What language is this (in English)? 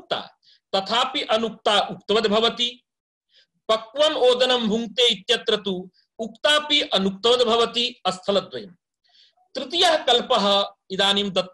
Sanskrit